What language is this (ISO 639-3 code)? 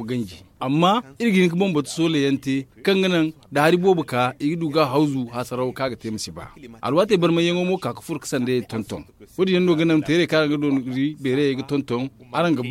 dje